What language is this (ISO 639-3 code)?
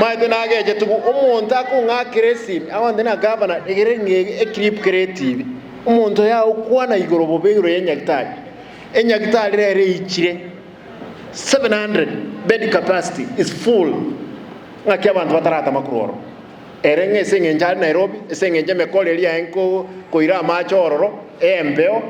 guz